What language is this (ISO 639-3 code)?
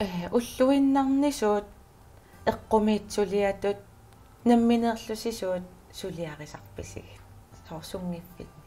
kal